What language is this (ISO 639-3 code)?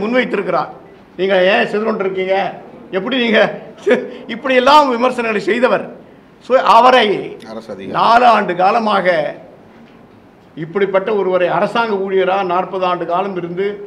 tam